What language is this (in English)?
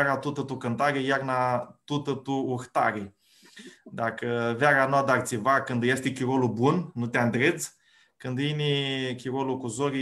Aromanian